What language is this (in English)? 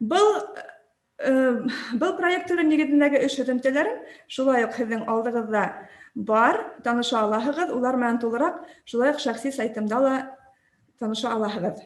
Bashkir